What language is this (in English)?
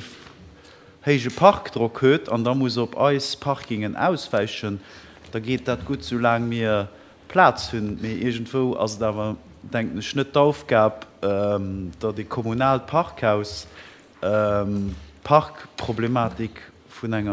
Luxembourgish